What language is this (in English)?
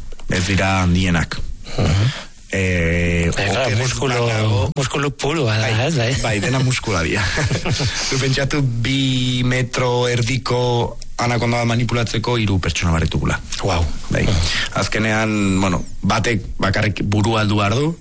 Basque